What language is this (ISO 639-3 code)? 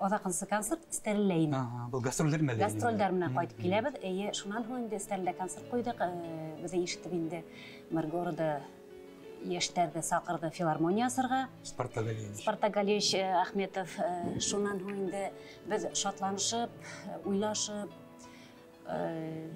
bak